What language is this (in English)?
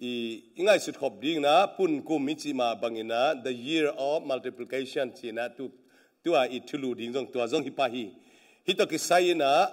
Tedim Chin